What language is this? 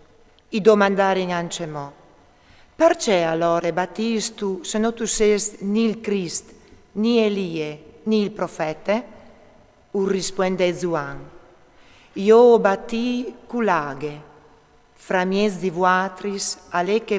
Friulian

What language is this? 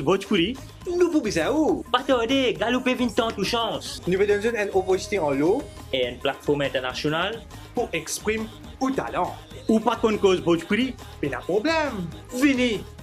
Morisyen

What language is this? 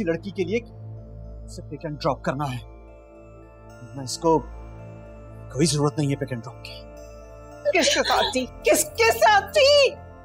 Hindi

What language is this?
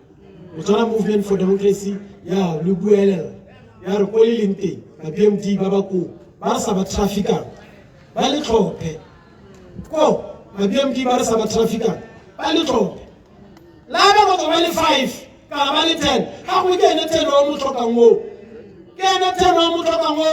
Tswana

